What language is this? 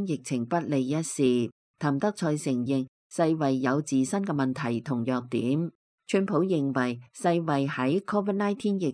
Cantonese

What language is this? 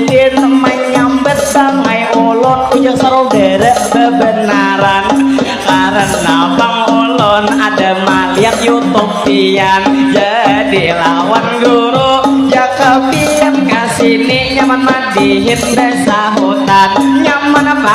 Banjar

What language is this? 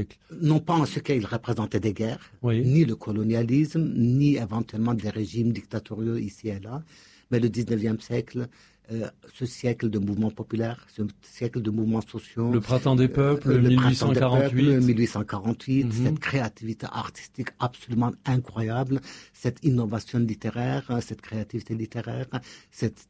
French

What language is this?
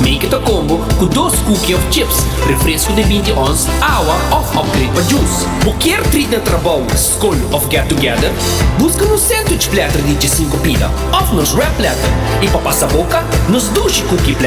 Papiamento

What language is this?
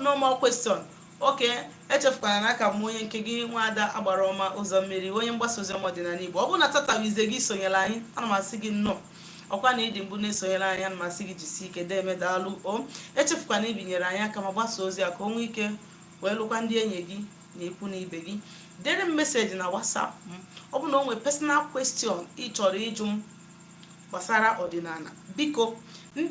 Igbo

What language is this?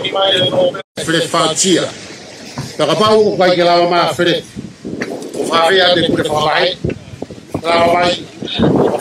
Tongan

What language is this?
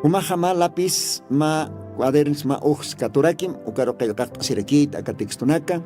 Aymara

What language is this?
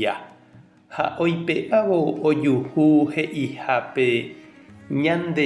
Guarani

